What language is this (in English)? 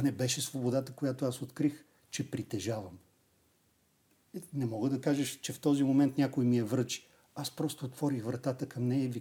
Bulgarian